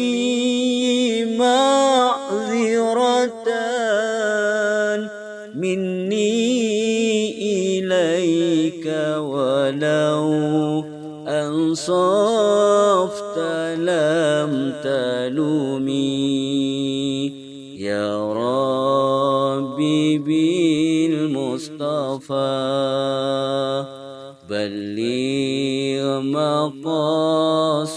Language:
Arabic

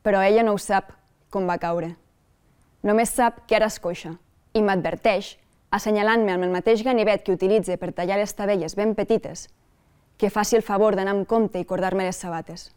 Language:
Catalan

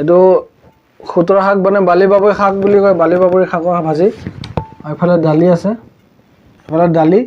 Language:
Assamese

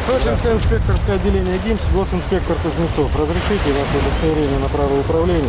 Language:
Russian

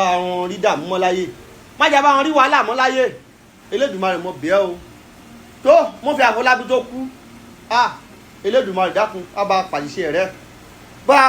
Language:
Yoruba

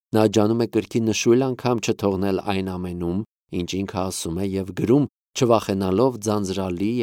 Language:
Armenian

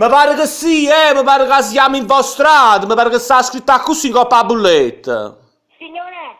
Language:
Neapolitan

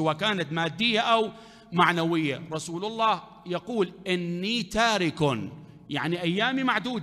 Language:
Mesopotamian Arabic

